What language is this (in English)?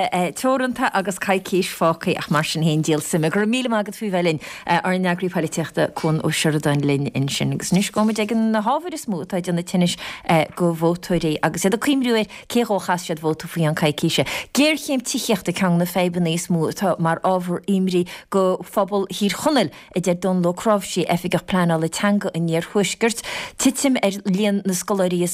Irish